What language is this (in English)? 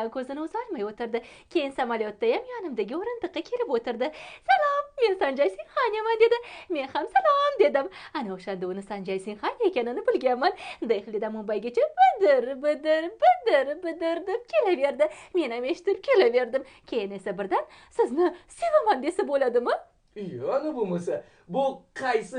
Uzbek